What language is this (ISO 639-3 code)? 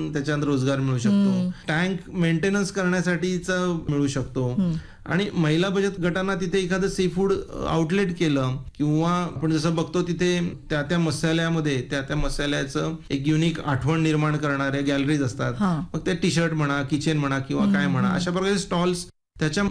mar